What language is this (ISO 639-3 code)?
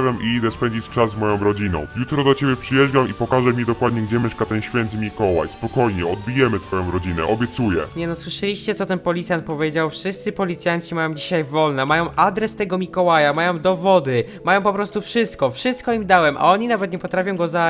pol